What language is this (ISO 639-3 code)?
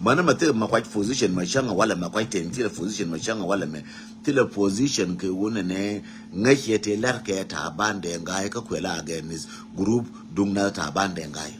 nus